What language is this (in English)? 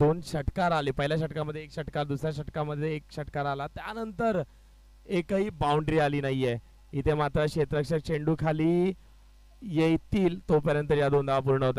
Marathi